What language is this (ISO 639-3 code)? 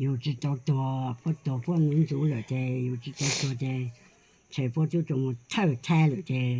hmn